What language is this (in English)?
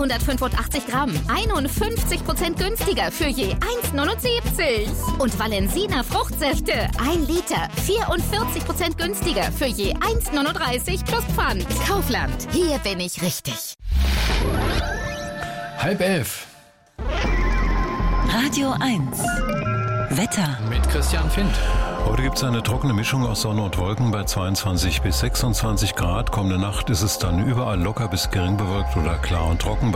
German